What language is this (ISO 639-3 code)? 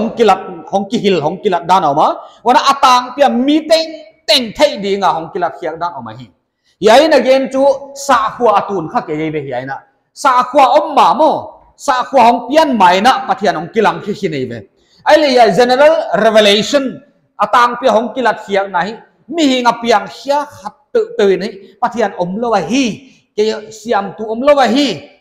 pck